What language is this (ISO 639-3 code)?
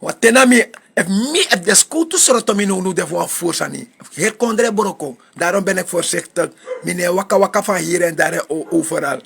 srn